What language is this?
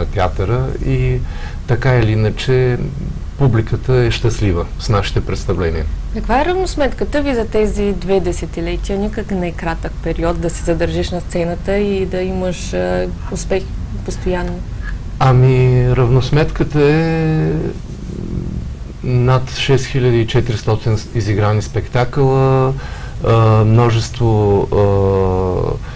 Bulgarian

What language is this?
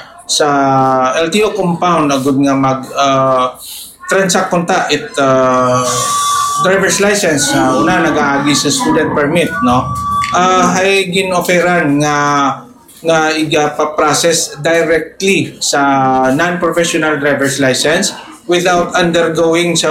Hiligaynon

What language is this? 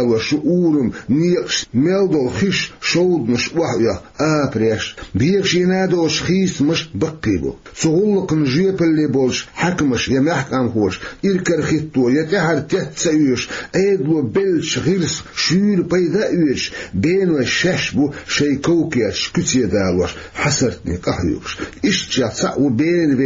Chechen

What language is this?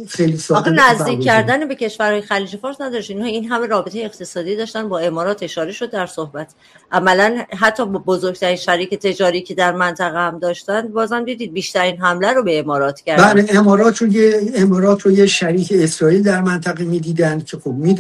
Persian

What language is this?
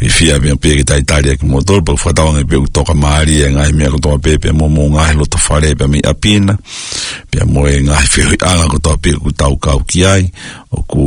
Tongan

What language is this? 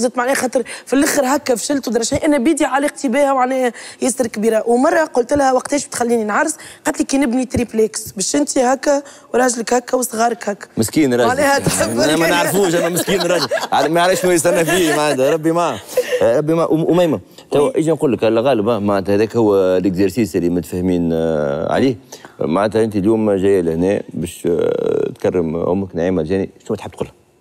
Tunisian Arabic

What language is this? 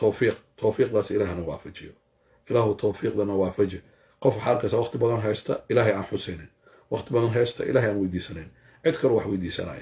Somali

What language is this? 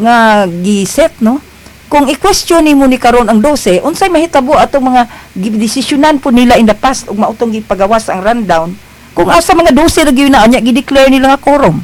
Cebuano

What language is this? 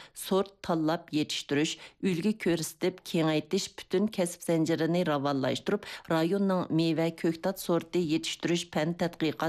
Uyghur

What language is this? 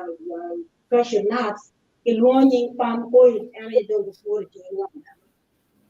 Acoli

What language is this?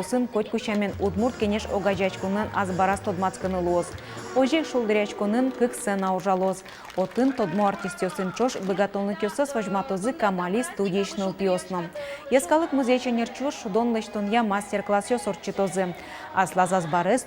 Udmurt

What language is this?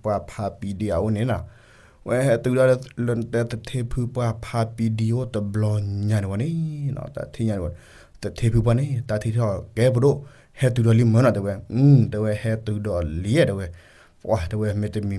S'gaw Karen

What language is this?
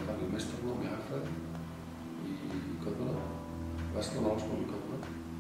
Icelandic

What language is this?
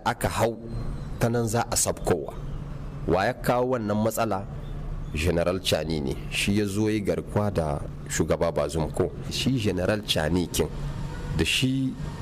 Hausa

